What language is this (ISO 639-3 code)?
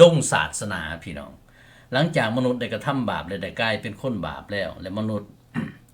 lao